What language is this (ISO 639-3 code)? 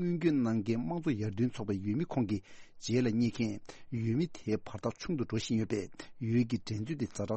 bod